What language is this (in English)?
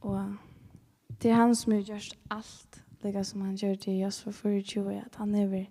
Faroese